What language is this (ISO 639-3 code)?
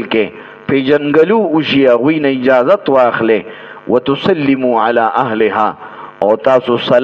pus